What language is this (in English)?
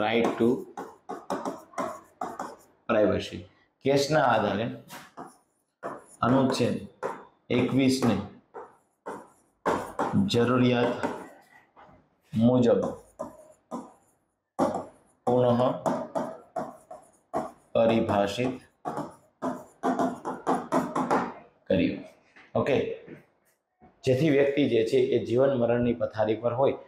Gujarati